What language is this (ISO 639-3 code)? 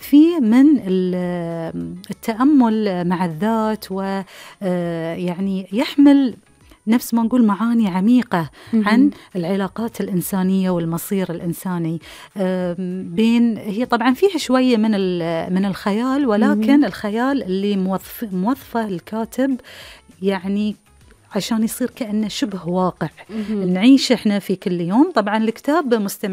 afb